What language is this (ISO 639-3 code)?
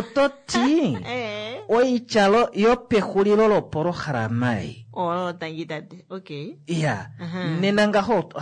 kua